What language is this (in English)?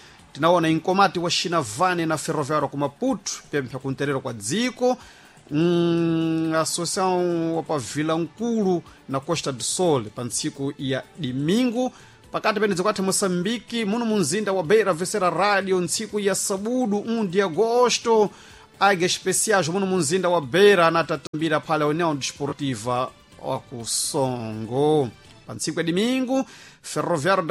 Sena